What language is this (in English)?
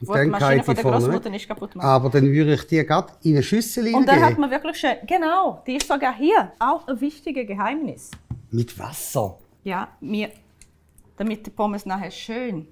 Swiss German